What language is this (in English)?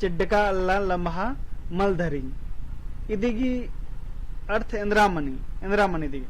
Kurukh